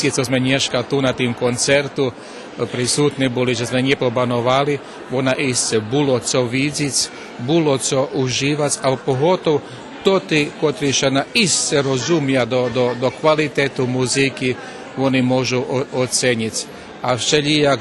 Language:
Rusyn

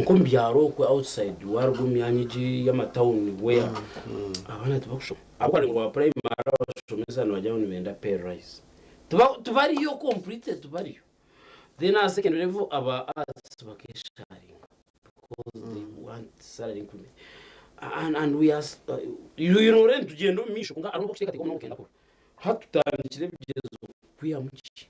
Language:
Nyankole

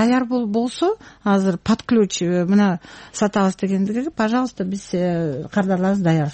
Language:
Kyrgyz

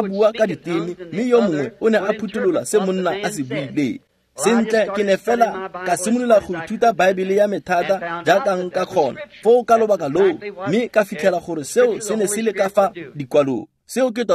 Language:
Tswana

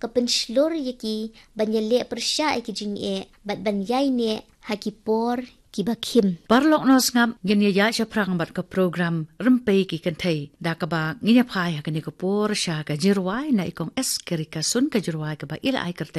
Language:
Khasi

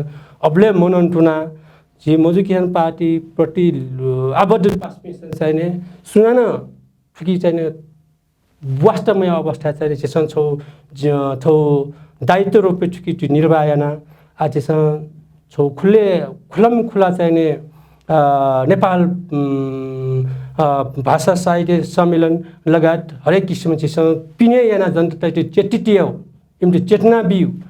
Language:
Newari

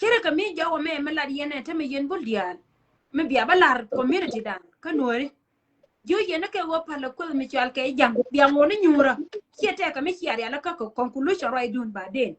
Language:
Nuer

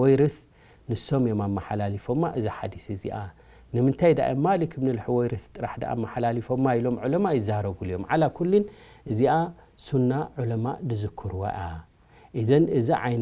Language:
Tigrinya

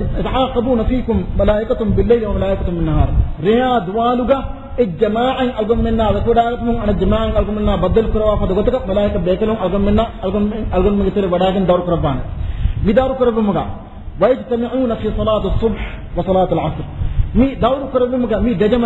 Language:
Divehi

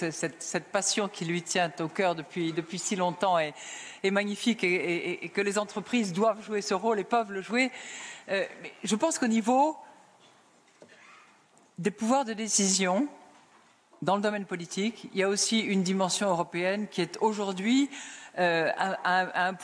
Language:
French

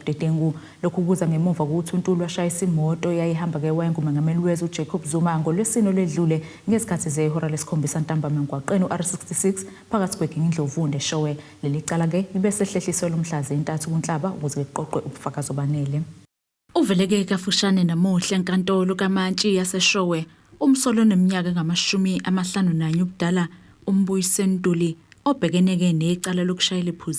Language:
Zulu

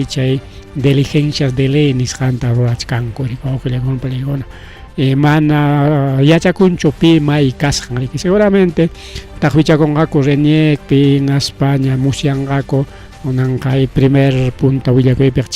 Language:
Ayacucho Quechua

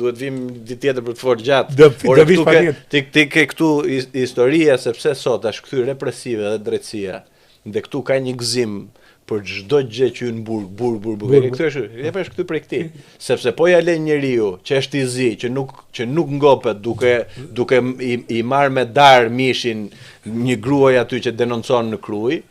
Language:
Albanian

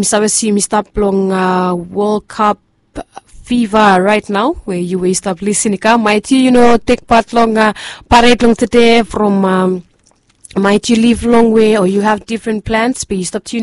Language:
Bislama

